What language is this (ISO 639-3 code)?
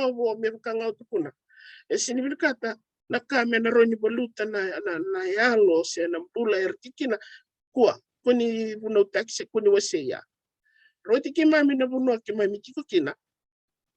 fij